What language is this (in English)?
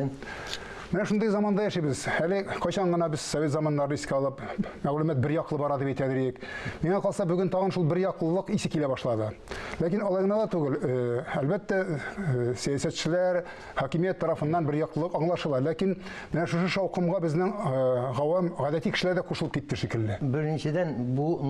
Tatar